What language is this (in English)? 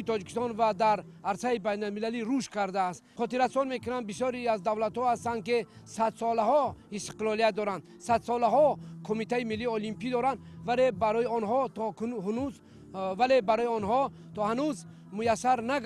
Tajik